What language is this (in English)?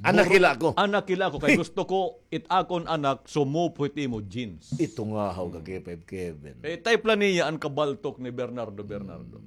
Waray